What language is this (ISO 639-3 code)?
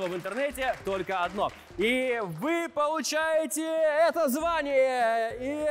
rus